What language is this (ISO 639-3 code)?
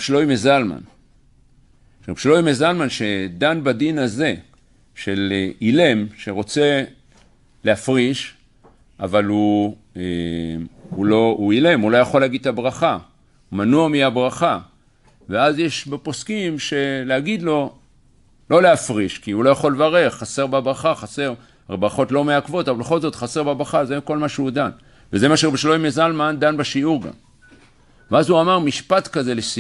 heb